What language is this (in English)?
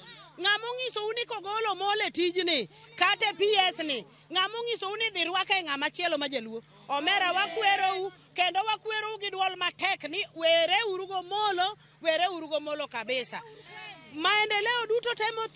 Luo (Kenya and Tanzania)